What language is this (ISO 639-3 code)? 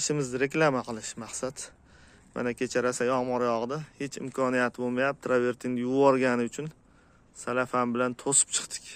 uzb